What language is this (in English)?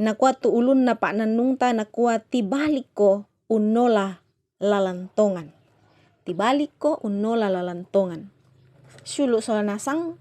Toraja-Sa'dan